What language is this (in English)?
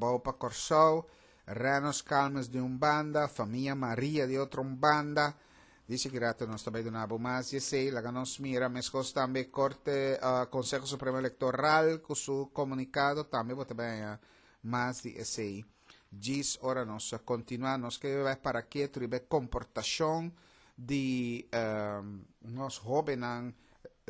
Papiamento